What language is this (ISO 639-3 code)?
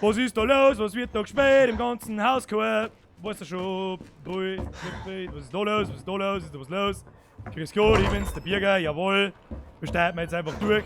bar